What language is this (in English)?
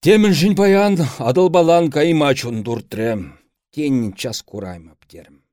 Chuvash